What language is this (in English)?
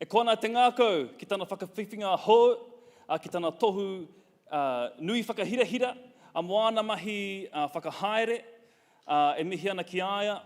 Māori